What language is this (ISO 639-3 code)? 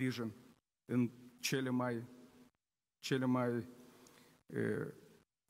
ron